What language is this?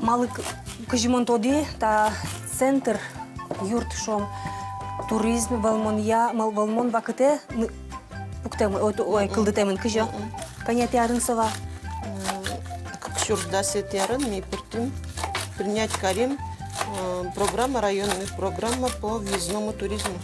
Udmurt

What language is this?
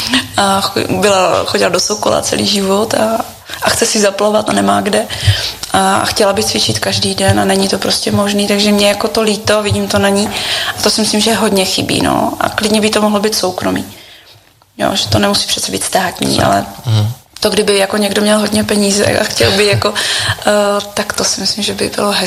Czech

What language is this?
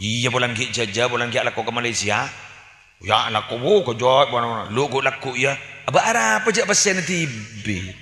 Madurese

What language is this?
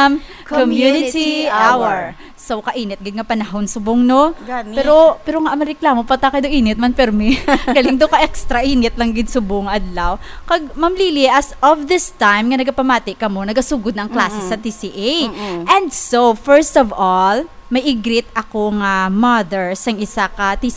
Hiligaynon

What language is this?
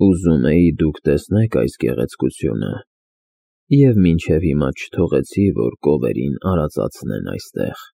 Armenian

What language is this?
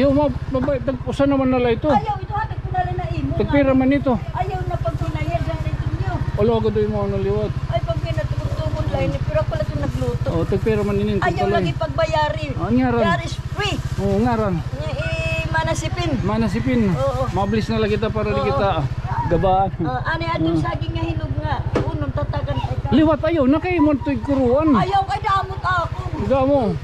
Waray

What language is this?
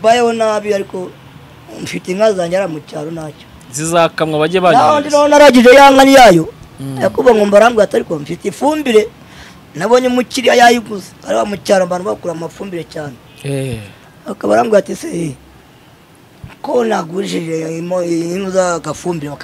Kinyarwanda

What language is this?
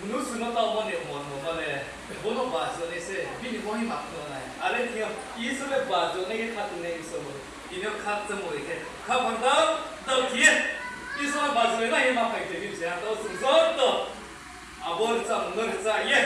Riang (India)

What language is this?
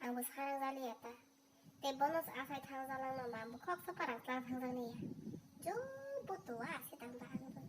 Kok Borok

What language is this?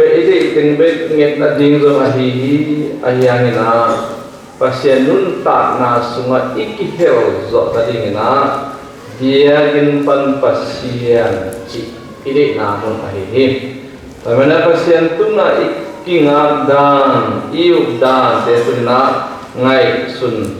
Tedim Chin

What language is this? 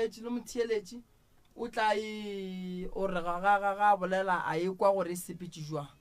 Northern Sotho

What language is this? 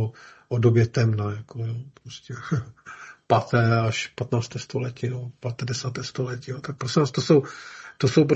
Czech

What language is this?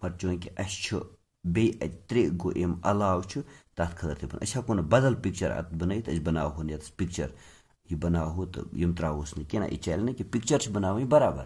Kashmiri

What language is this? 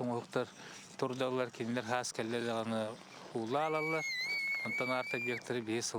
Yakut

